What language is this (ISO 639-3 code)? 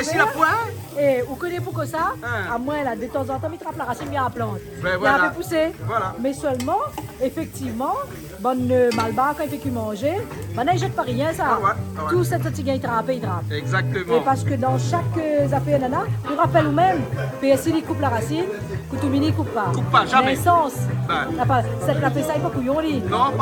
rcf